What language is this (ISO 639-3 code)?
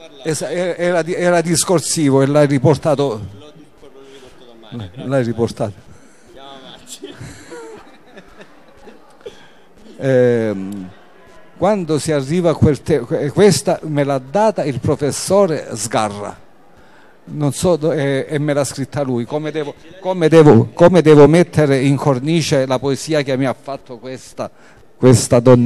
ita